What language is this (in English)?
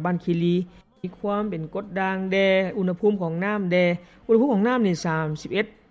Lao